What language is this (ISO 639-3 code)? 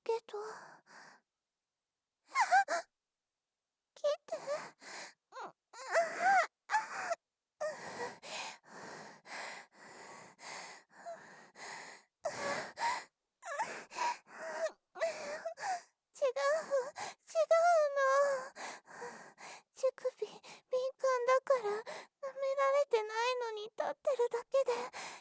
jpn